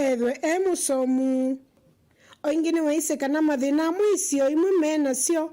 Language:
Kamba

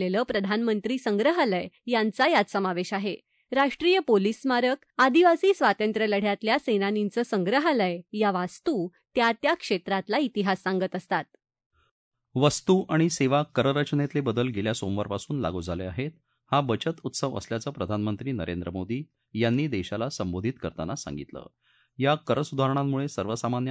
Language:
Marathi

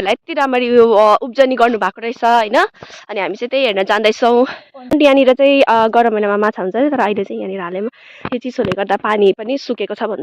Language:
Nepali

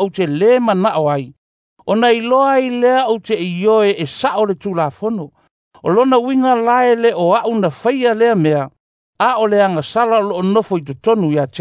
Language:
Samoan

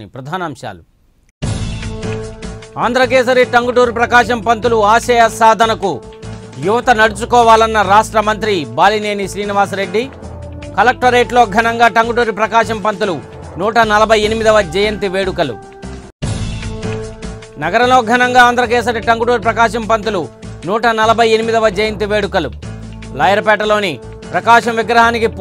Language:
Telugu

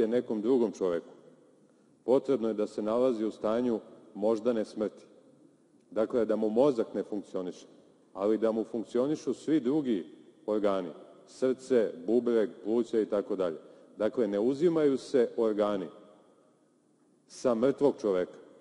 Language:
Serbian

